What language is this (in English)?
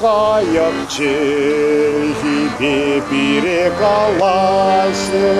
Chuvash